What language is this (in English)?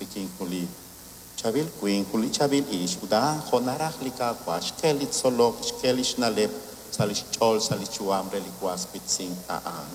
Kekchí